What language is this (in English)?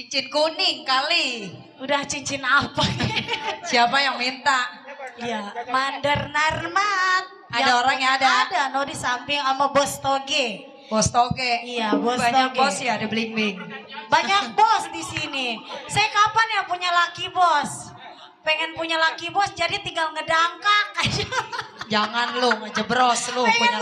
Betawi